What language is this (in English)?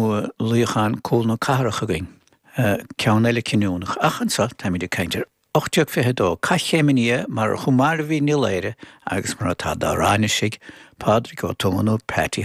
Irish